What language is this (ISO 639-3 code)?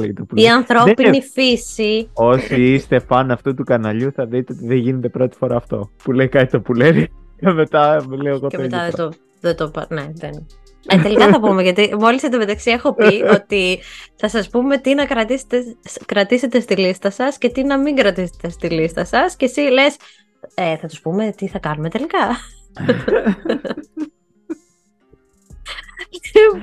ell